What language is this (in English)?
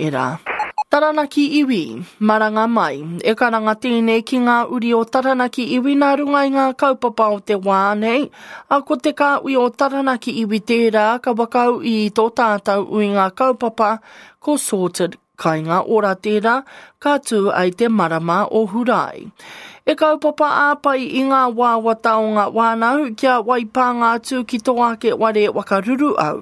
Māori